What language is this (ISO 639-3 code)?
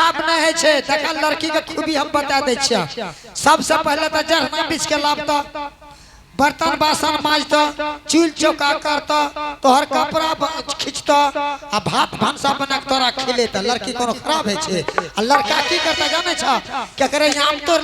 anp